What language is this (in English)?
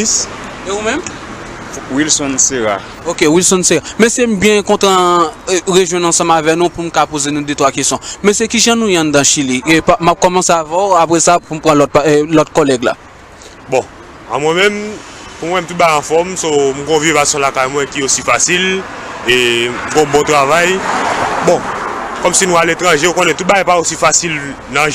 Haitian Creole